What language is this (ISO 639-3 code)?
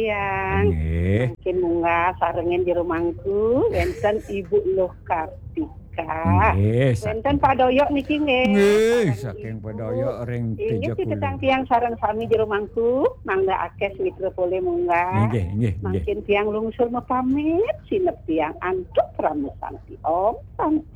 ban